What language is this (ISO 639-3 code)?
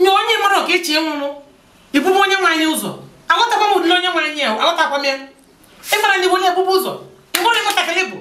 ibo